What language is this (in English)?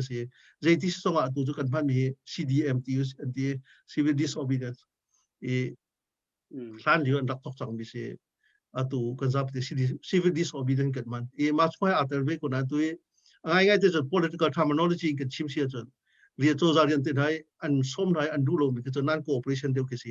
Hakha Chin